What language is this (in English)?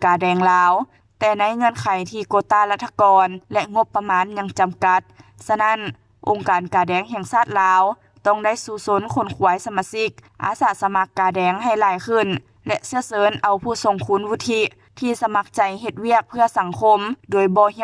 Lao